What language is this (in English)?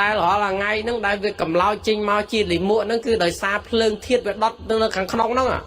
Khmer